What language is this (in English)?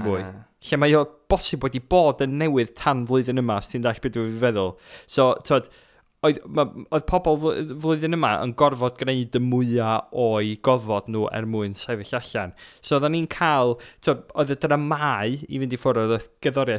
Welsh